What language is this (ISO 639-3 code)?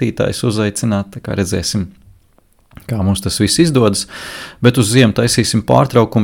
lav